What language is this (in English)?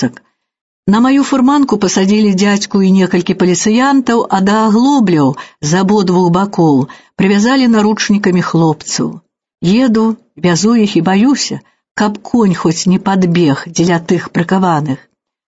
Belarusian